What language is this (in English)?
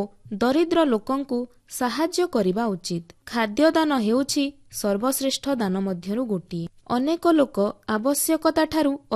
Odia